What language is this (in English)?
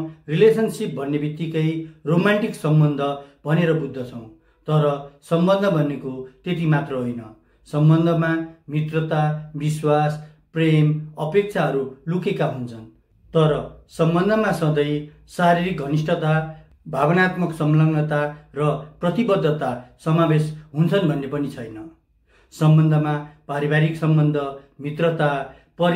Nepali